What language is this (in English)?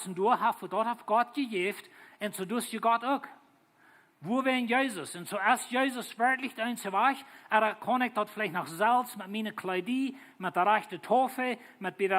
Plautdietsch